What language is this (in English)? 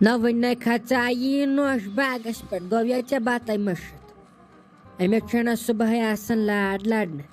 Kashmiri